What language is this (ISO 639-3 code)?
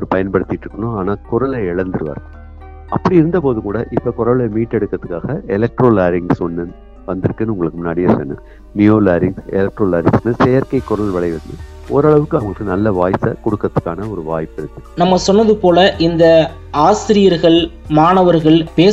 tam